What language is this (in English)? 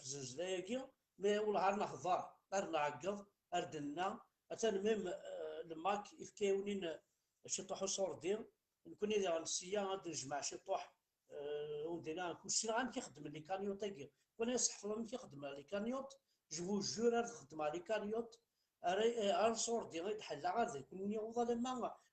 Kabyle